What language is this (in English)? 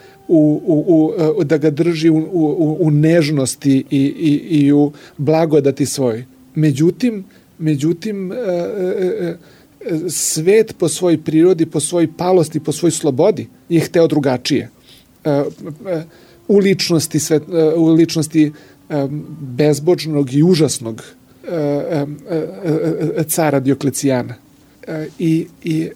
Serbian